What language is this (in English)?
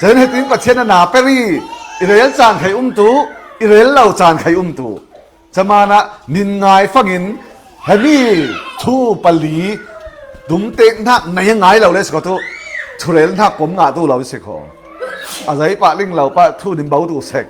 Falam Chin